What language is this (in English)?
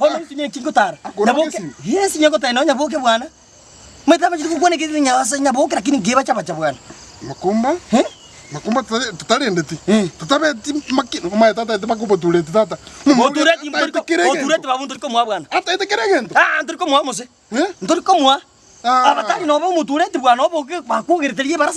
Gusii